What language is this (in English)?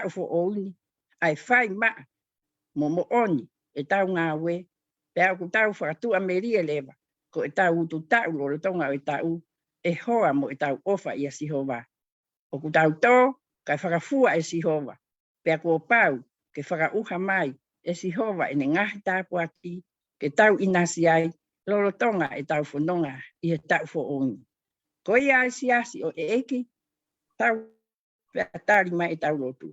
Tongan